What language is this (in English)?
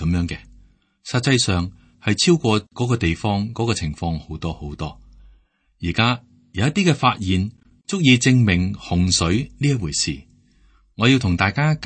Cantonese